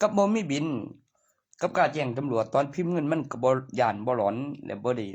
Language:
Northeastern Thai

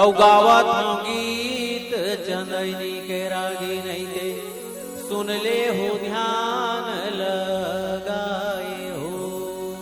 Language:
Chhattisgarhi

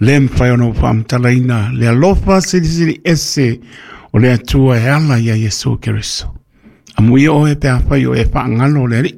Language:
Samoan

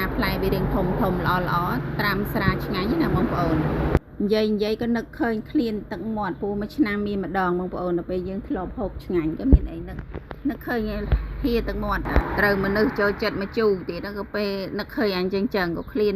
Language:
Khmer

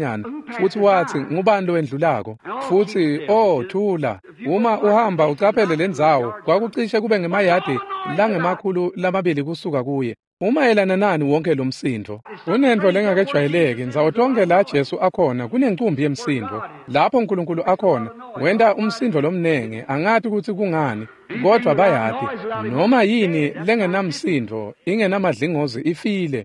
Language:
Swati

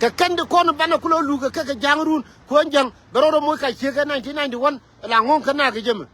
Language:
Nuer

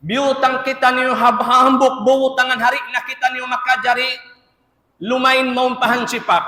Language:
Tausug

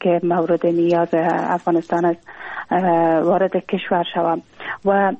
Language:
Persian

